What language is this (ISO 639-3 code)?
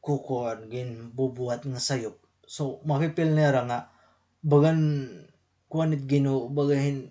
war